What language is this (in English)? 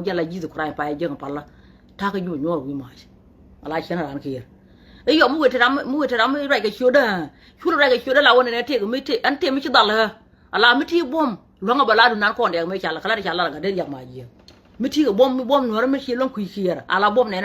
Nuer